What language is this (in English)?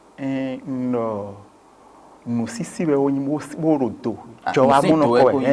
Fon